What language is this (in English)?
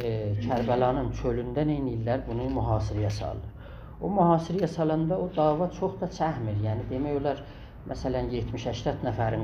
South Azerbaijani